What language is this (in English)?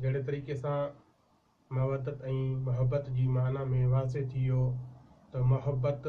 Sindhi